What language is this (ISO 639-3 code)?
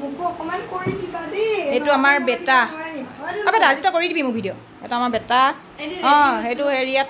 asm